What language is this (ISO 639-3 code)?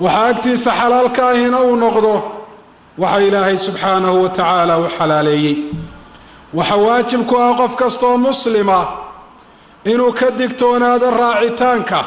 som